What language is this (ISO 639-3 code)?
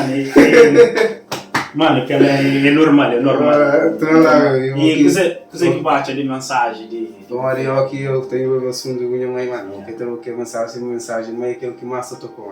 kea